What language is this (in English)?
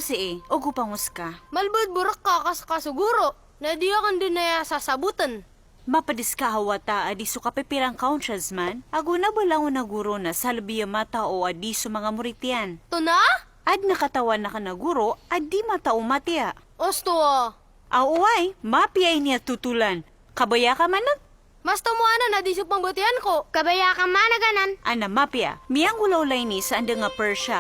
Maranao